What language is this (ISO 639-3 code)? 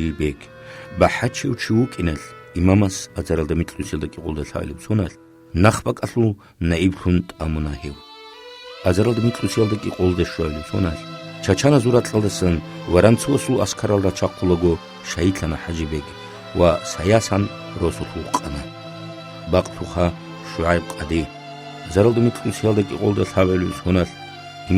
ava